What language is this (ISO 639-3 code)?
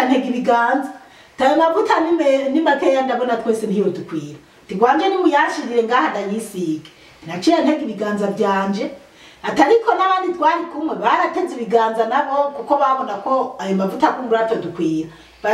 run